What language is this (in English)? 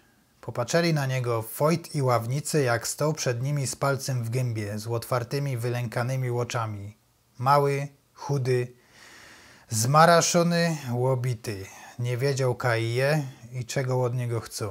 Silesian